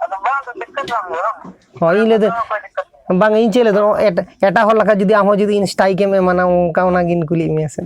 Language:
Santali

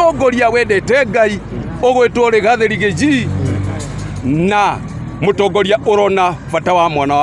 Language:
Kikuyu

